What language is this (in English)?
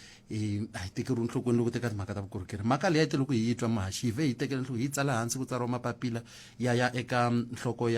Tsonga